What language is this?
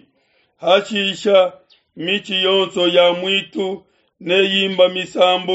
Luba-Lulua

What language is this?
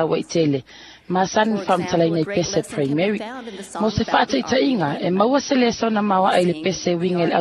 Samoan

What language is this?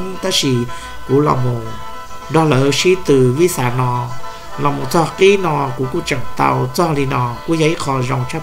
Hmong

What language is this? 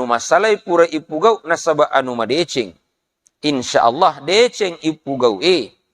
Buginese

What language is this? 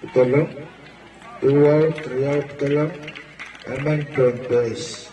Pohnpeian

